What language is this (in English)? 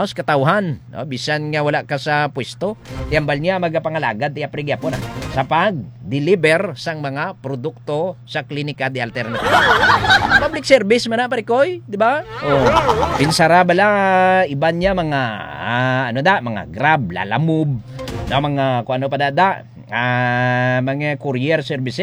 Hiligaynon